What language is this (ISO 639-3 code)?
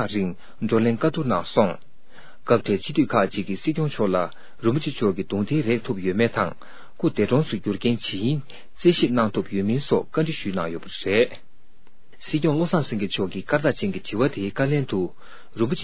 bod